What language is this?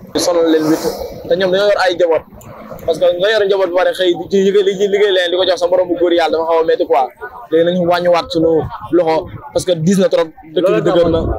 Wolof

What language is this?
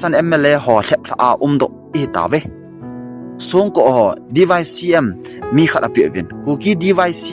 Thado Chin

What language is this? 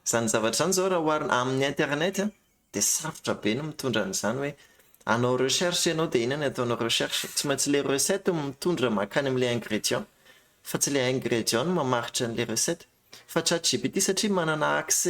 Malagasy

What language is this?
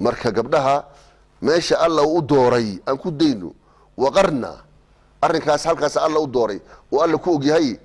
Somali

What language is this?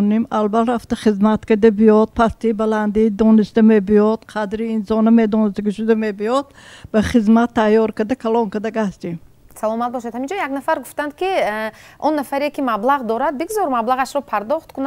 Tajik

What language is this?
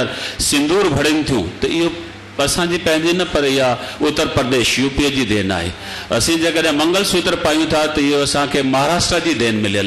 Sindhi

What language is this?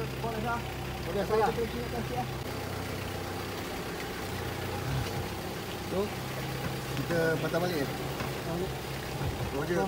Malay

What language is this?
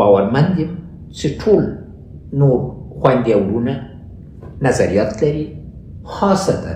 Pashto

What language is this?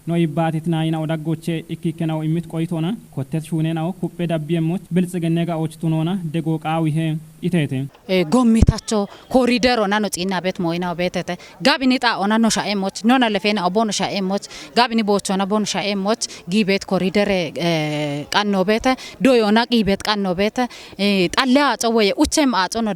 Kafa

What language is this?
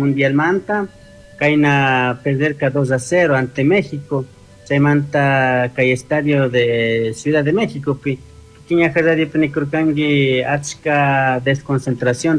Chimborazo Highland Quichua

